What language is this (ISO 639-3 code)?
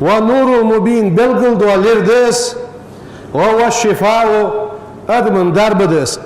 inh